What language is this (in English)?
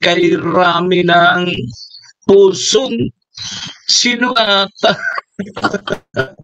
Bikol